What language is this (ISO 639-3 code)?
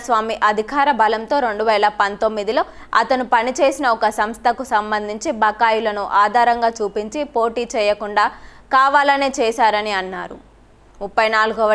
tel